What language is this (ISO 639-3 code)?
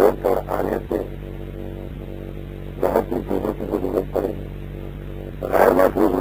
urd